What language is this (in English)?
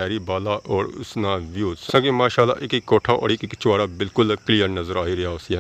Pahari-Potwari